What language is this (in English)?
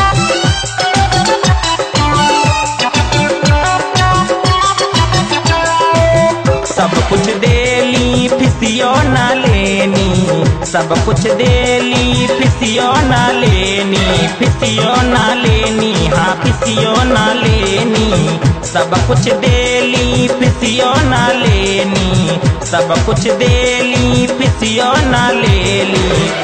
Bhojpuri